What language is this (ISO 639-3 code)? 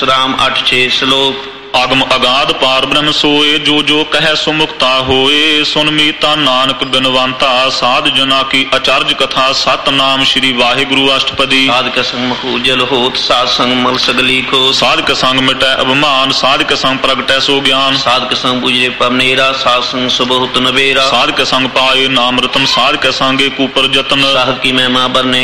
pan